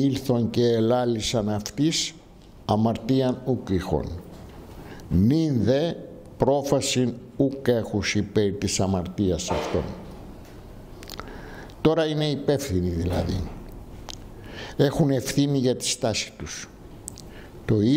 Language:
Greek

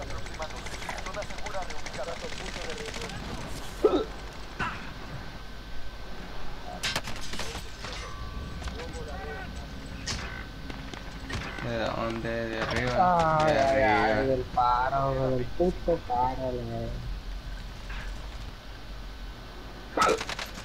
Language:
Spanish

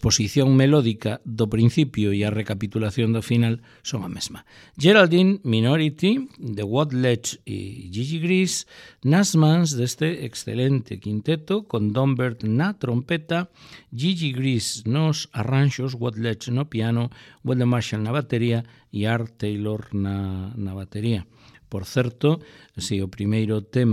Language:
Galician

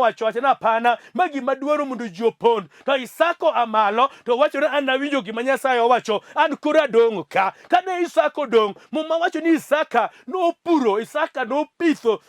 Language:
Luo (Kenya and Tanzania)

